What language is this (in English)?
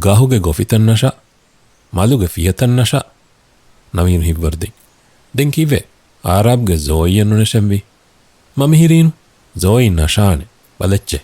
Divehi